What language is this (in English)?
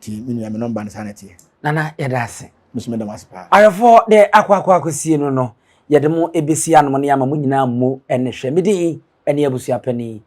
Akan